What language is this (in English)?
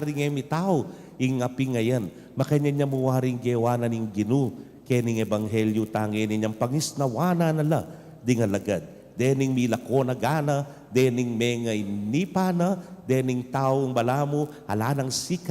Pampanga